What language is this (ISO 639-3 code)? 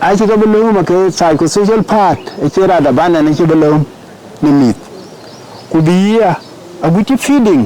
din